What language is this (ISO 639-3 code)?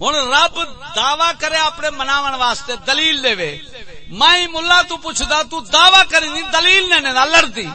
skr